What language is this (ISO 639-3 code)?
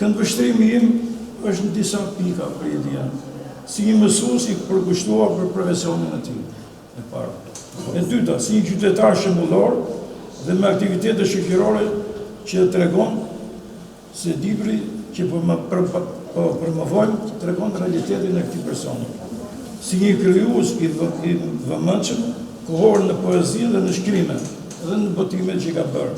sqi